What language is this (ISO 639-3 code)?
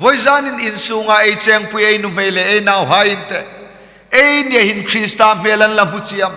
hmr